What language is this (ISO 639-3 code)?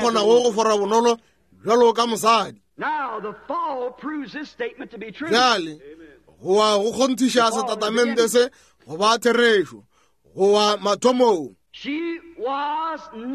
nso